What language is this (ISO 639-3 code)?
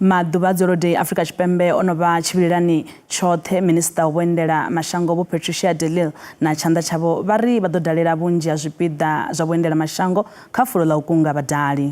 ven